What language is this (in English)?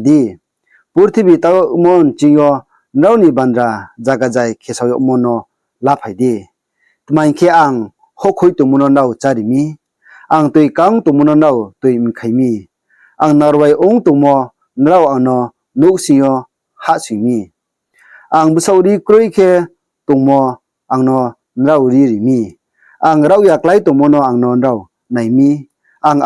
Riang (India)